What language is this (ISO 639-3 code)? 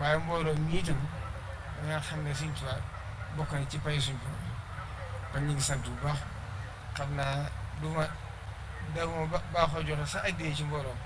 wol